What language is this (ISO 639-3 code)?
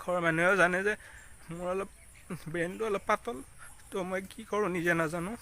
asm